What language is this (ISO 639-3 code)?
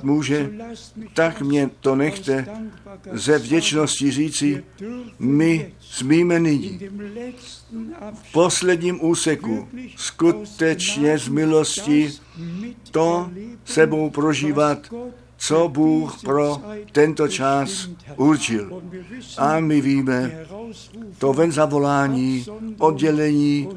ces